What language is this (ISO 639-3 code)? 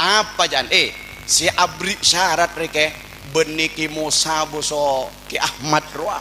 mad